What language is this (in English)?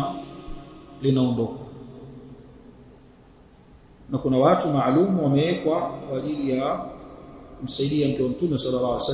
Swahili